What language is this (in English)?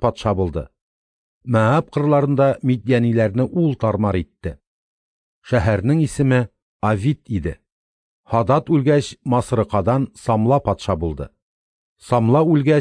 Tatar